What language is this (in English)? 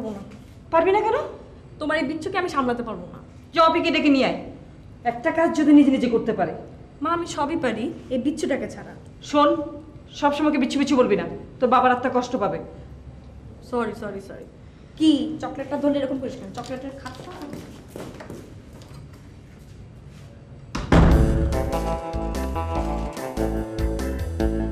Bangla